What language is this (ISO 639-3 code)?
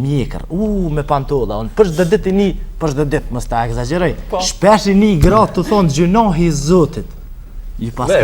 sqi